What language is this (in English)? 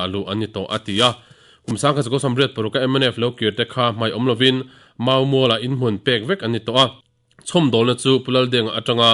Mizo